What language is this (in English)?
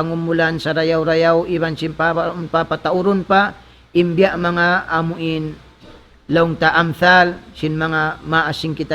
Tausug